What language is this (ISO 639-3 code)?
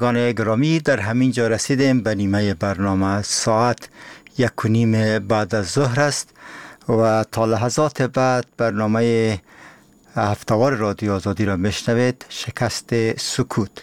fas